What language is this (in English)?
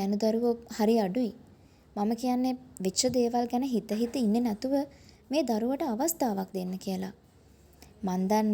Sinhala